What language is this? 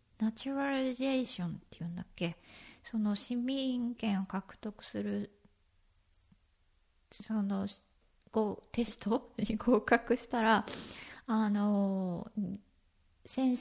Japanese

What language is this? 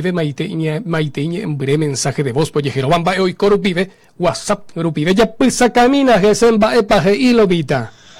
Guarani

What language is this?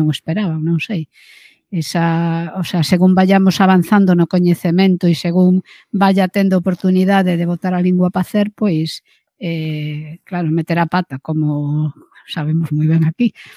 Galician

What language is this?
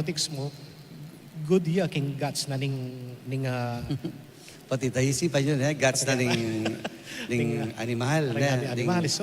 Pampanga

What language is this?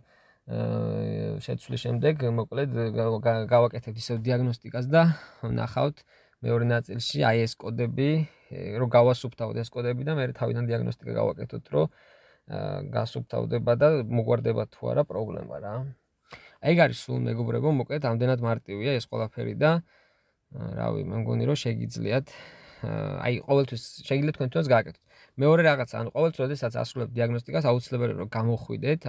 Georgian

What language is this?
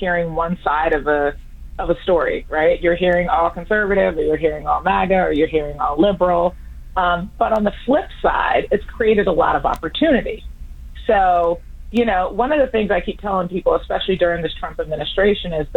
English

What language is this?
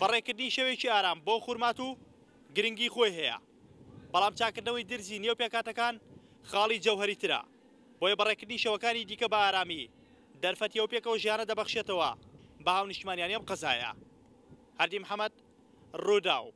Central Kurdish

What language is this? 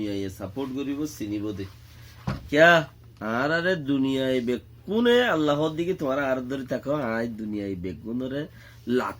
Rohingya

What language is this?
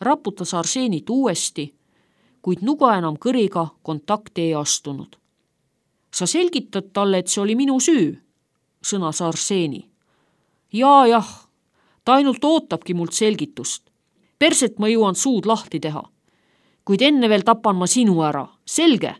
Estonian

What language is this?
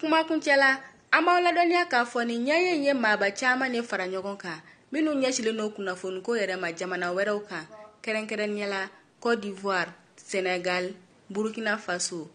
Bambara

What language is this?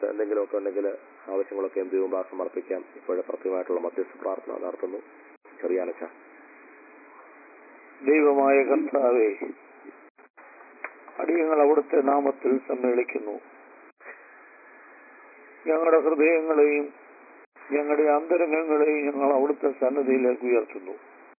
Malayalam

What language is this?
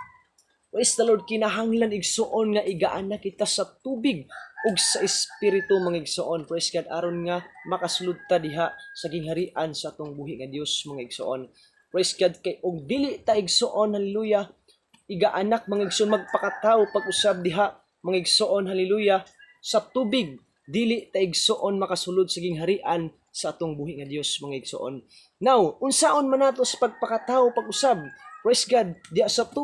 Cebuano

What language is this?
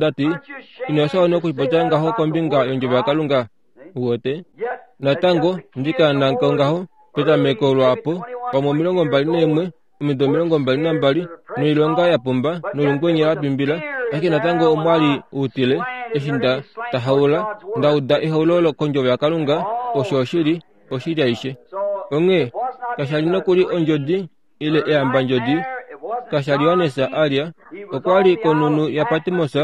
Kuanyama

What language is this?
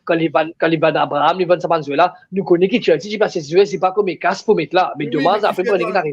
Morisyen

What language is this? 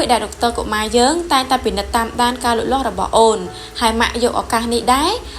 Khmer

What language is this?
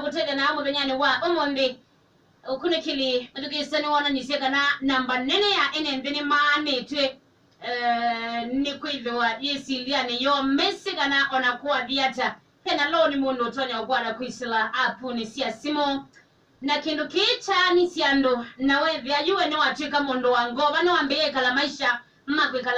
Kamba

